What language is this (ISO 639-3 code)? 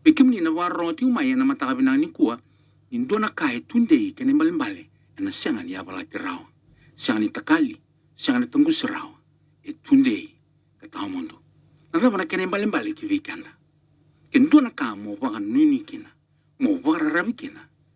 fij